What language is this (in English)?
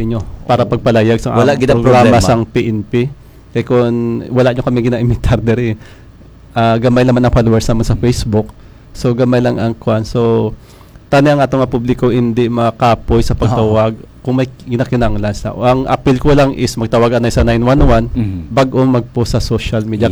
Hiligaynon